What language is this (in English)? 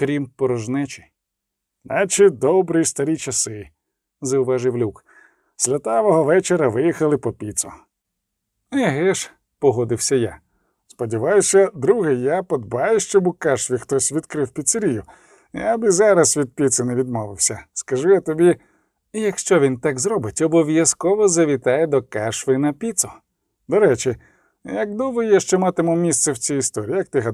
Ukrainian